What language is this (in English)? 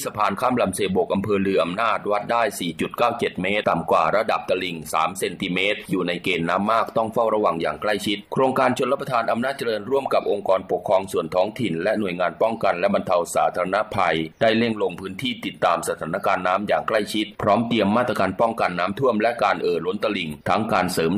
Thai